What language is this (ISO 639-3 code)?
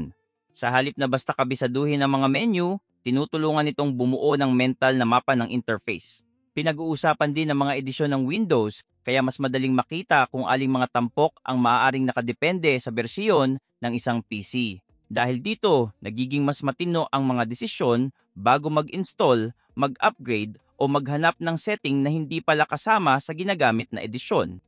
fil